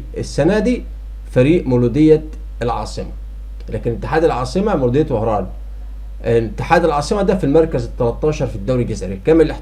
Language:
Egyptian Arabic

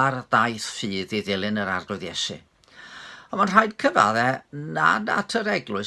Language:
Welsh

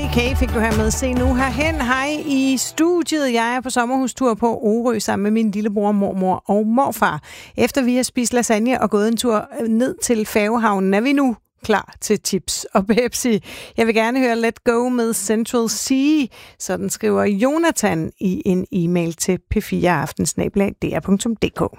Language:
Danish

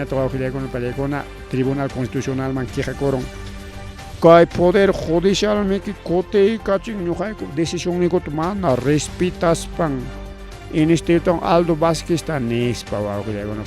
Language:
Ayacucho Quechua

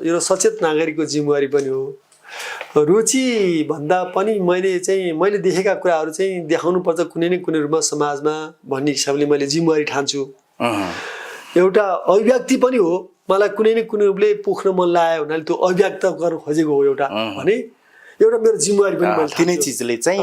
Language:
Nepali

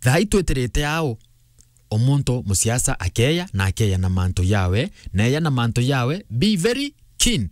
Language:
Meru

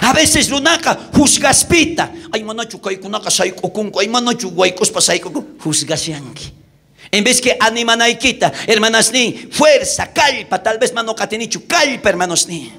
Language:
South Bolivian Quechua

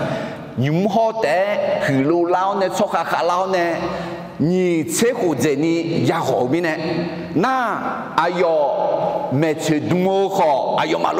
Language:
Akha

